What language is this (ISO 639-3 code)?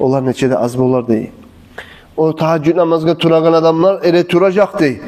kum